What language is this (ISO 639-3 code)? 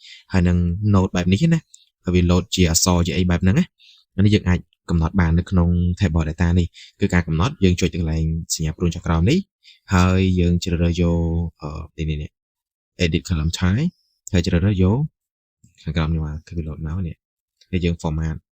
khm